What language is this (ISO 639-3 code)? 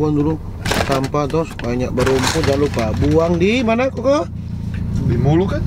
xmm